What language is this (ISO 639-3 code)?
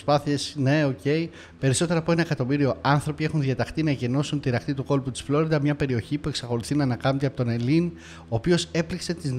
ell